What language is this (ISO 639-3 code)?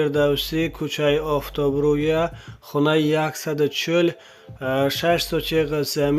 tgk